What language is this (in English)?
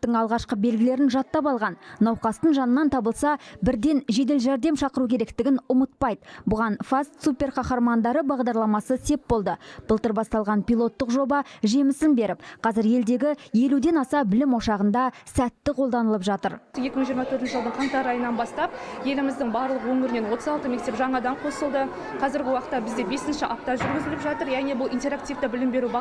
Kazakh